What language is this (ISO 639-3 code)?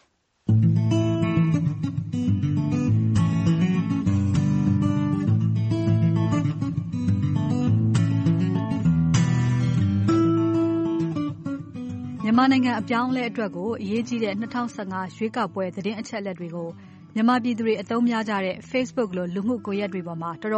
mya